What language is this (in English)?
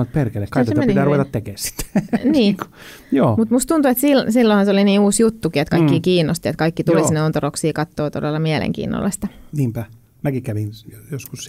Finnish